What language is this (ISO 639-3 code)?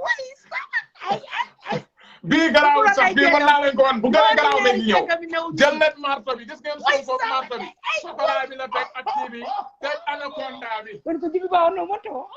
wol